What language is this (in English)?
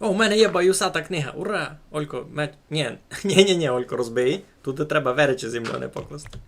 Rusyn